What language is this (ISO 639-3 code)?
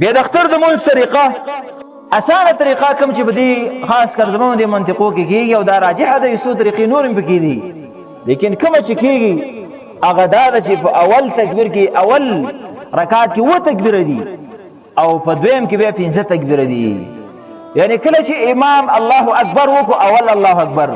pus